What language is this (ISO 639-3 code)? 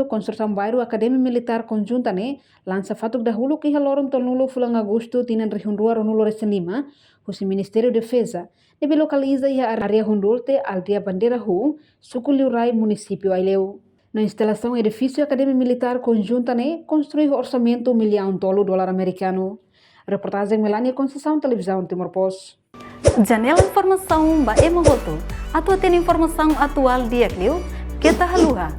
tet